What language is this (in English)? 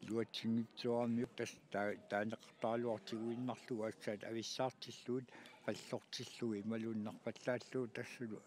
Kalaallisut